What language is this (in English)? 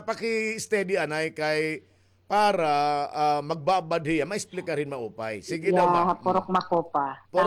Waray